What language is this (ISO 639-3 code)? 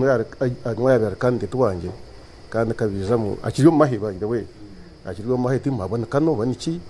nyn